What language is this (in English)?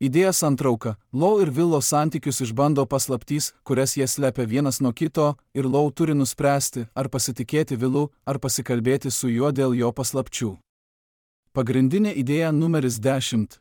Lithuanian